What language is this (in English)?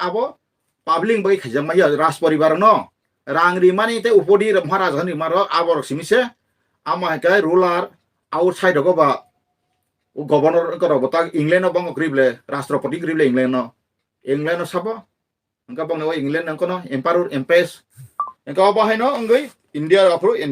Kok Borok